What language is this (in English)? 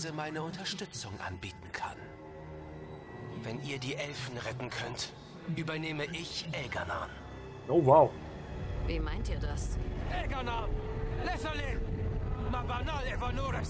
German